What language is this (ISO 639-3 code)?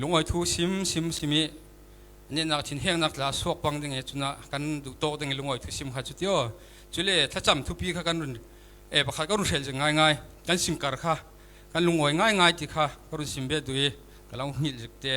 cfm